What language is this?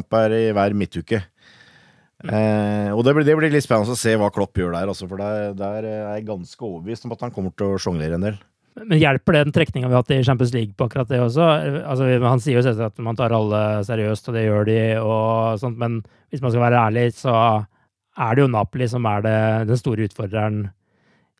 Norwegian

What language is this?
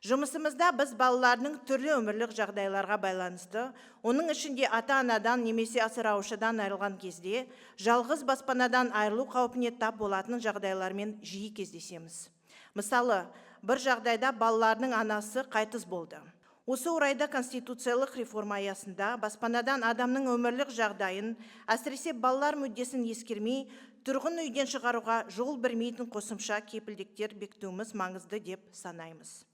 Kazakh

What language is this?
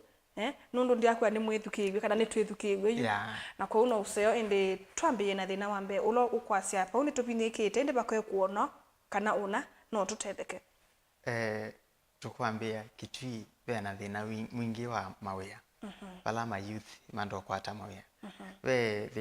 Kamba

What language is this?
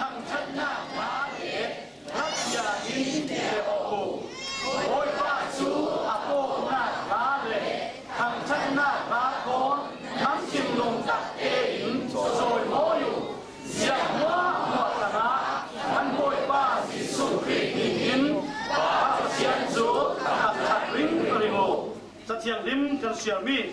Falam Chin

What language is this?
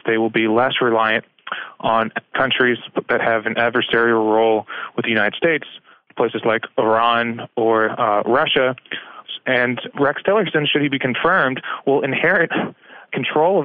English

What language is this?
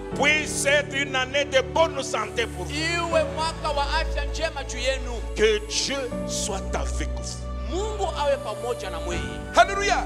French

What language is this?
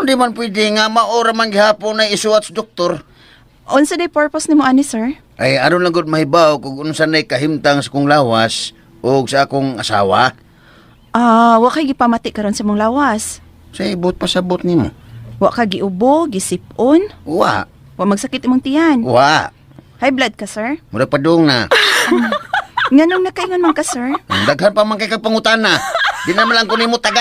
Cebuano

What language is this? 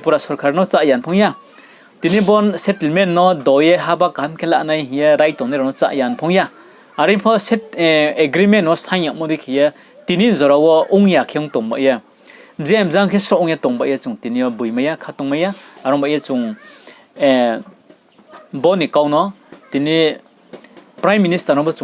Riang (India)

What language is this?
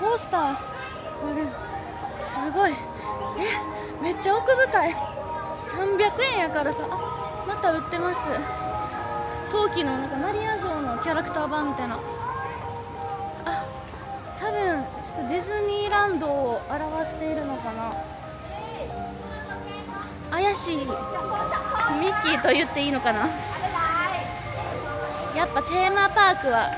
Japanese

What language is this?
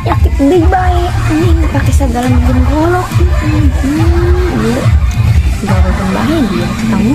Sundanese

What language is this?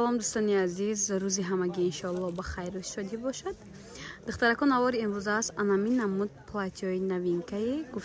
Tajik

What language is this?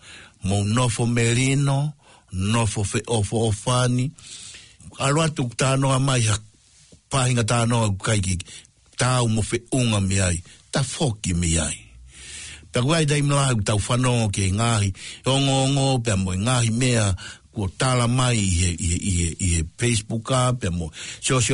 Tongan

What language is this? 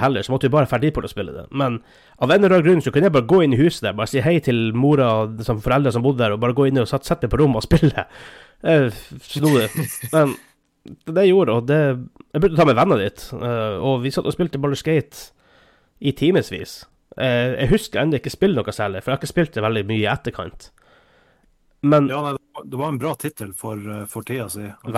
Norwegian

